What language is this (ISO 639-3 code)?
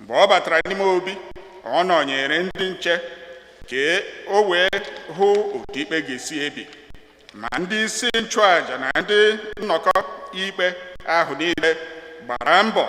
ibo